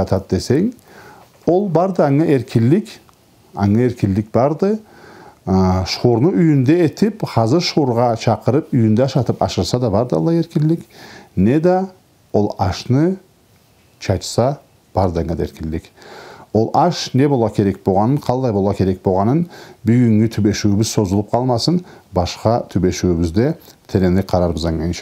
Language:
Karachay-Balkar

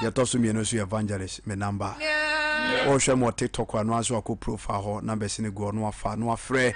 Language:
Akan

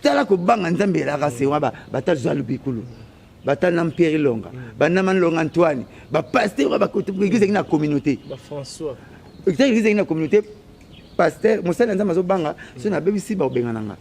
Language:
Lingala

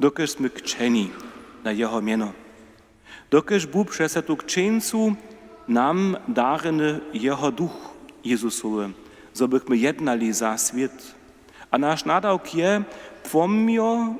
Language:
Upper Sorbian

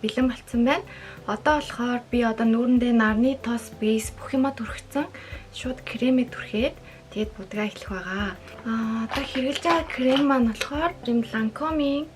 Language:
Mongolian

